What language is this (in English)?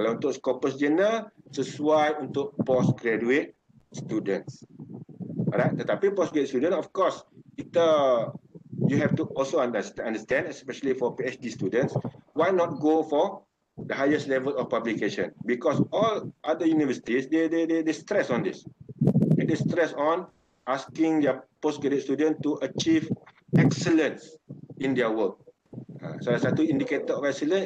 Malay